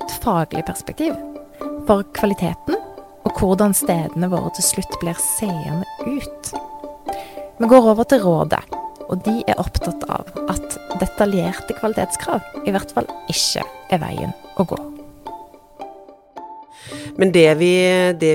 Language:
Norwegian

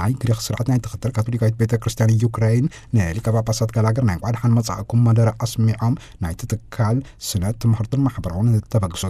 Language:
Tigrinya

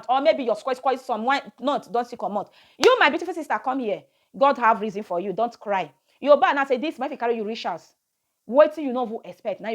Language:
Nigerian Pidgin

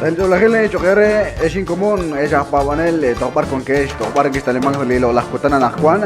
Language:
Kekchí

